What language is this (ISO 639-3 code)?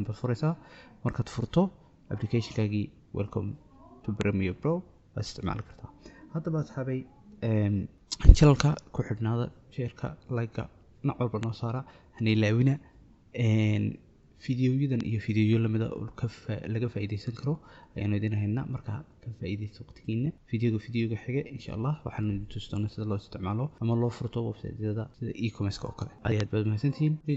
som